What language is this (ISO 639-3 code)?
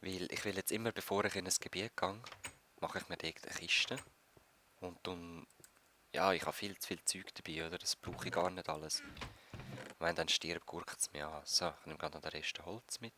gsw